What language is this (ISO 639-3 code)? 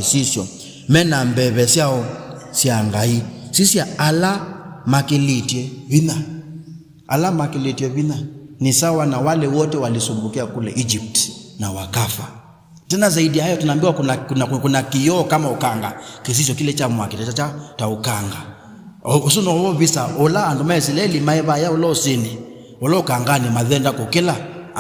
kam